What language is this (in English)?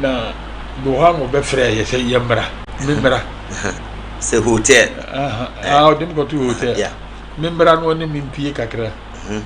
Akan